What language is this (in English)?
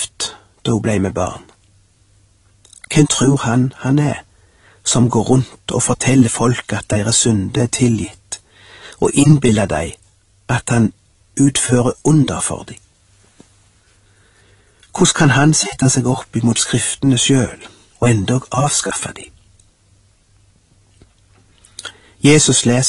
Norwegian